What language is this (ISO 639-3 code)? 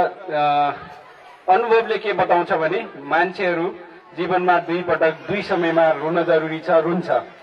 nep